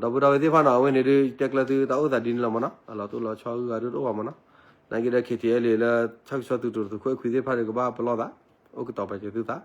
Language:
S'gaw Karen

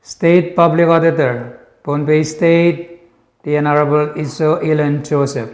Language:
Pohnpeian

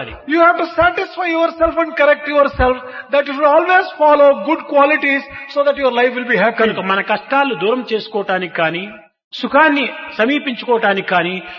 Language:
Telugu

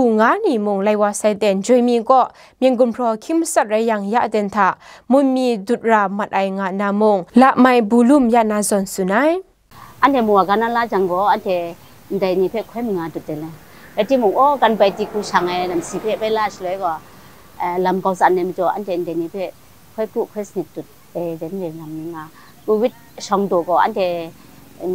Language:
Kachin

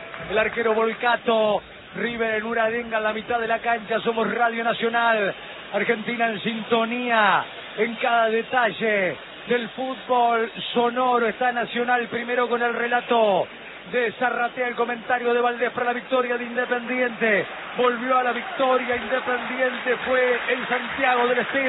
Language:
Spanish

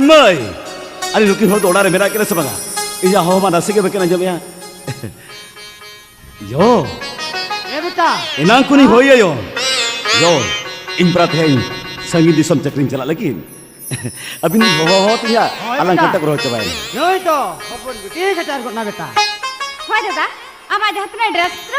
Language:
Santali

